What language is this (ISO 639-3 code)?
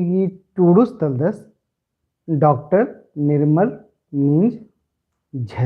kru